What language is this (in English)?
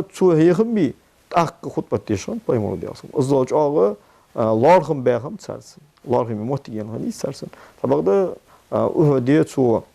Ingush